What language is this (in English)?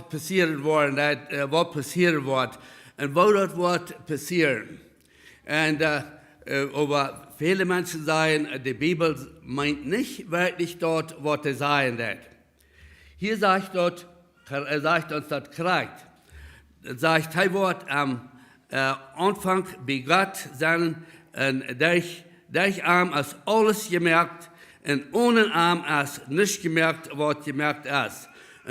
Plautdietsch